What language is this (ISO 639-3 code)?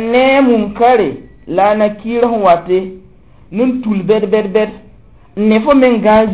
mos